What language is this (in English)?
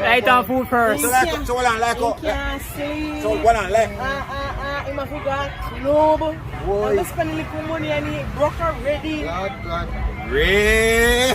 Jamaican Creole English